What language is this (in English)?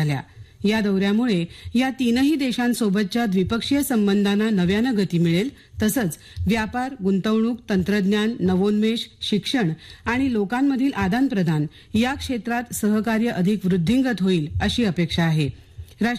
Marathi